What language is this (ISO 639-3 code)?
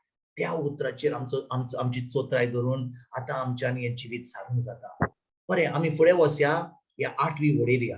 kok